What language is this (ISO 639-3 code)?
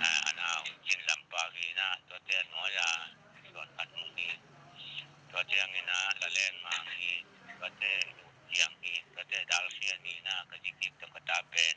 ctd